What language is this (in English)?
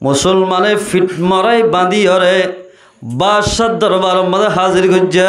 Rohingya